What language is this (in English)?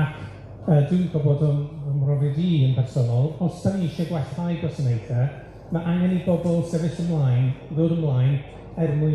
Welsh